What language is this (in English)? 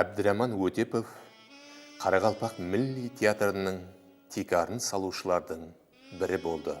Kara-Kalpak